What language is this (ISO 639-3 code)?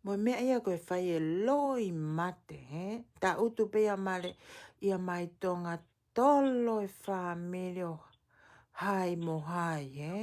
ton